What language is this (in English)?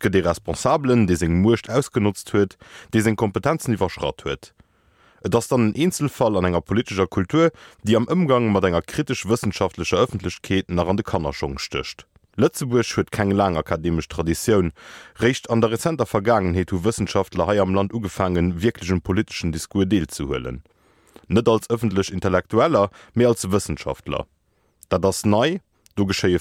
Luxembourgish